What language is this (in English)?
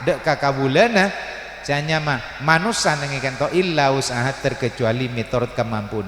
Madurese